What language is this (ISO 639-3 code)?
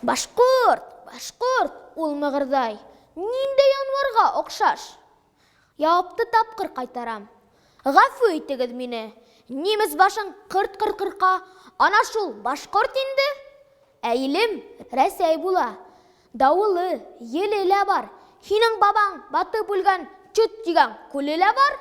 bak